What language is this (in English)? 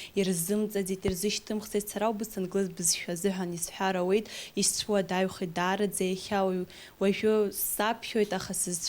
Abkhazian